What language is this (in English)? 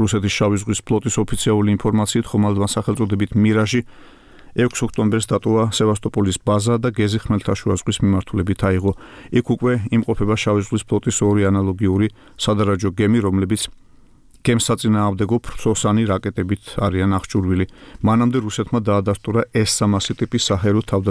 Georgian